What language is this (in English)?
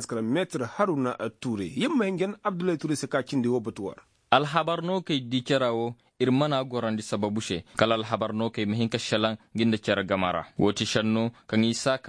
Koyraboro Senni